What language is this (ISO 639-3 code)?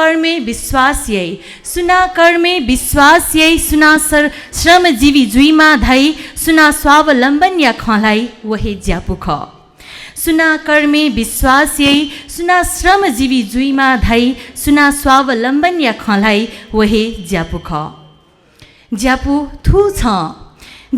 new